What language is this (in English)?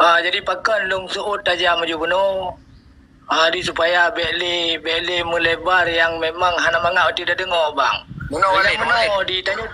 Achinese